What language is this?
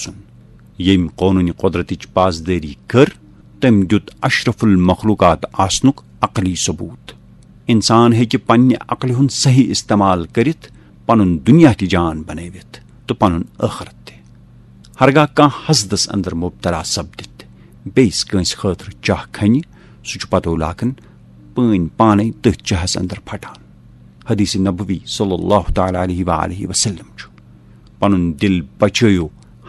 Kashmiri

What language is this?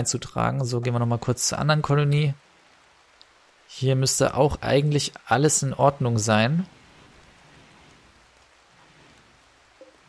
German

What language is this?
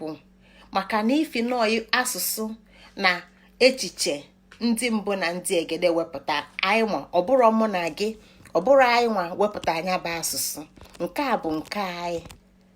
Igbo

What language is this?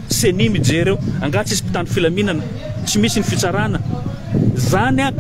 Malagasy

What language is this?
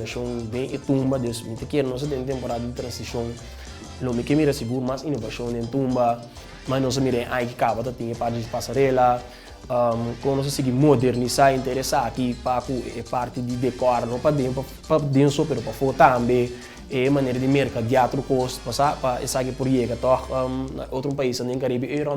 Papiamento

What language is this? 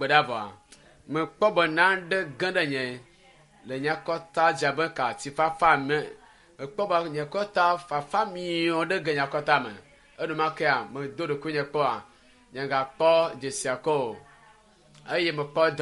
Ewe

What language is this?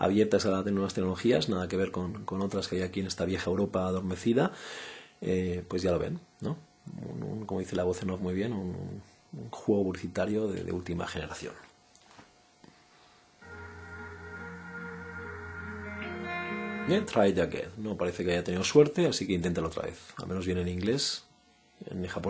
Spanish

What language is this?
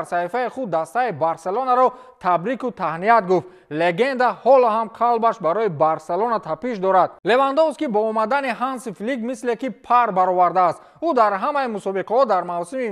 Tajik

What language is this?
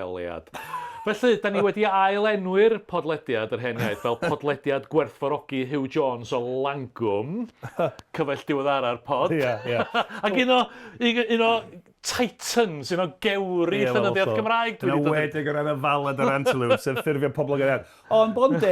Welsh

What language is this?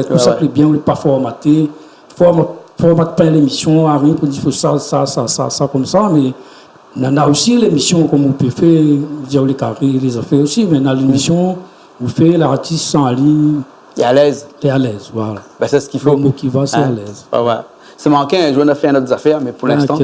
Réunion Creole French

